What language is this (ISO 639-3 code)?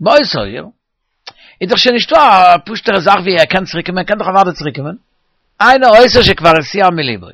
yid